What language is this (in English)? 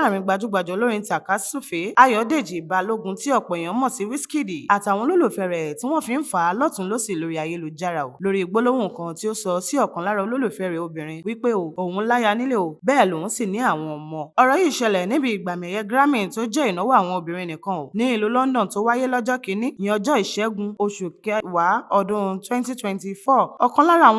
Yoruba